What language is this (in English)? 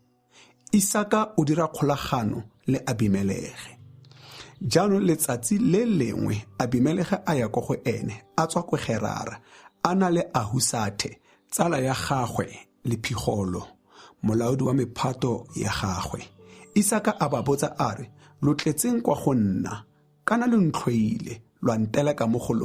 Tswana